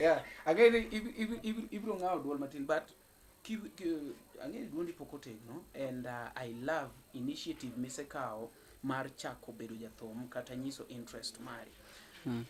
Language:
Luo (Kenya and Tanzania)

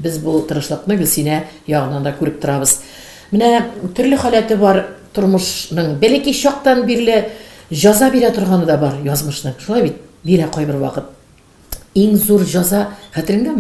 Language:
Tatar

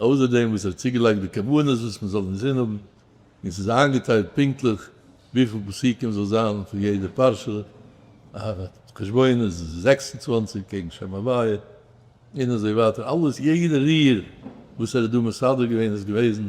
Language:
Yiddish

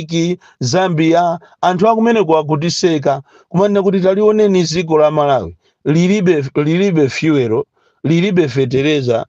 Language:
Nyanja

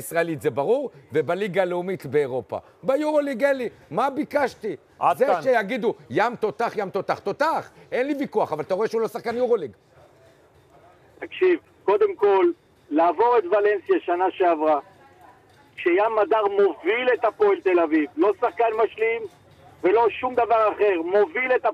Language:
Hebrew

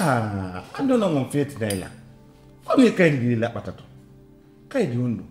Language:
Fula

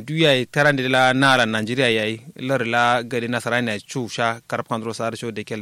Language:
Kanuri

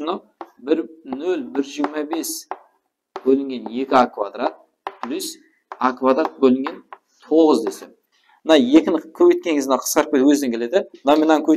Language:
Kara-Kalpak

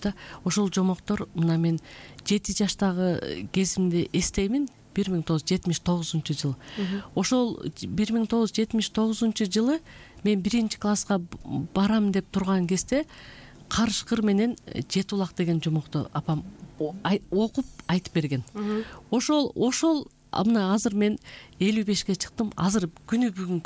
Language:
Kyrgyz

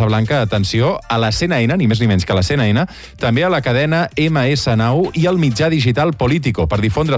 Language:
Catalan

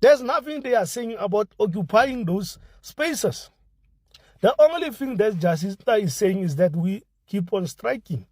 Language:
English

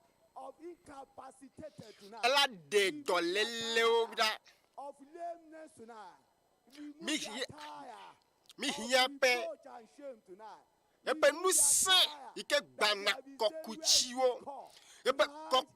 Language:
Ewe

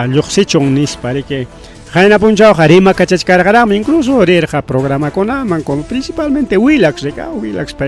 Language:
Ayacucho Quechua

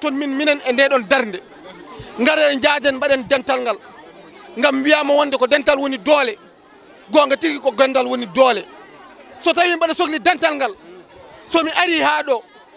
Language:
Fula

